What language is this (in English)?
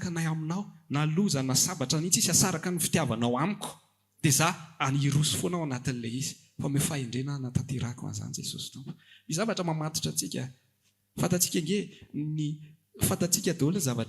Malagasy